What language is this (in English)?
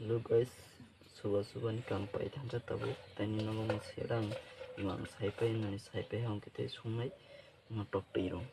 Kok Borok